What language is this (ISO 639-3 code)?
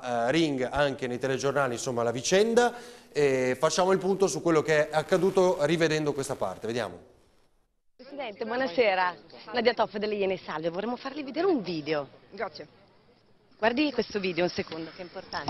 ita